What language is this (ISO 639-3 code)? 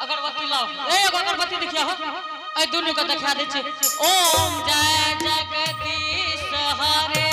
anp